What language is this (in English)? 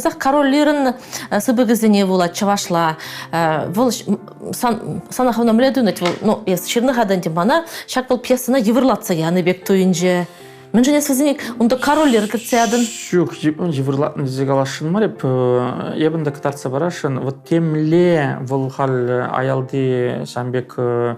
Chuvash